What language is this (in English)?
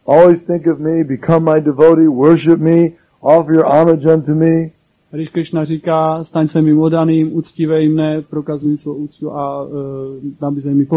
Czech